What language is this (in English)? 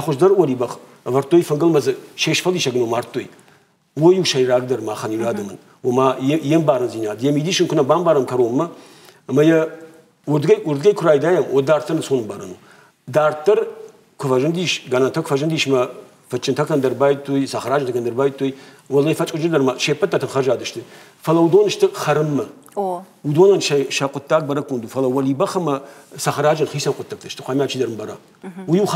Ossetic